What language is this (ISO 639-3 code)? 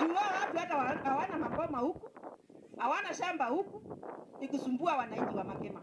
kam